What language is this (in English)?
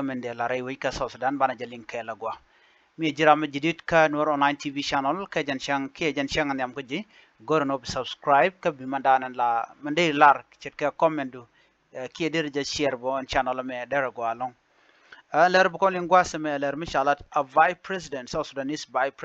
Nuer